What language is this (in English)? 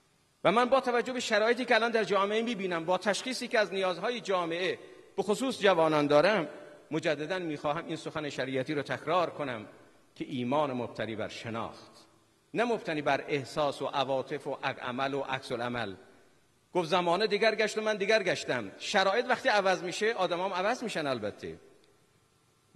Persian